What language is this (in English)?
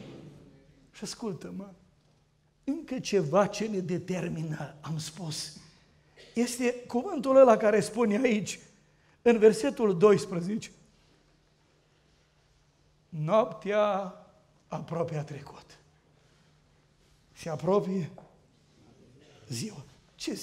Romanian